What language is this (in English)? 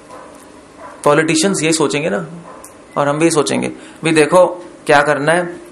Hindi